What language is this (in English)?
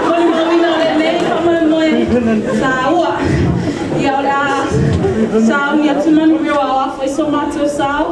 Samoan